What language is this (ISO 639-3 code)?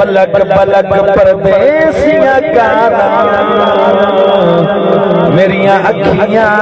skr